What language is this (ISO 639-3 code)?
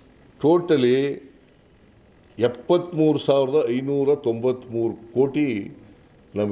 kan